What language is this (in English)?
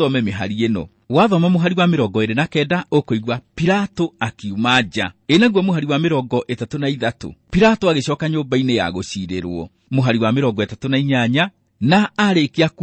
Kikuyu